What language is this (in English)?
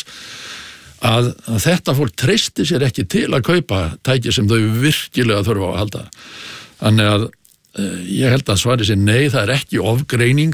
Icelandic